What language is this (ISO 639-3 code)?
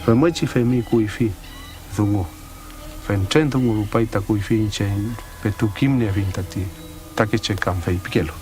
arn